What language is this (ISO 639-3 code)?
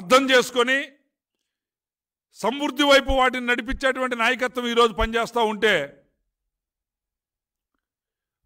tel